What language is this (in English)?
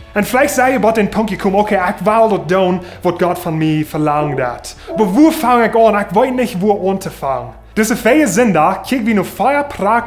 Plautdietsch